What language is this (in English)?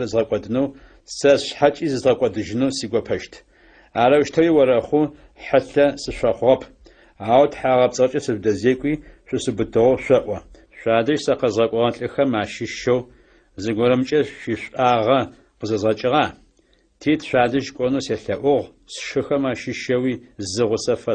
Adyghe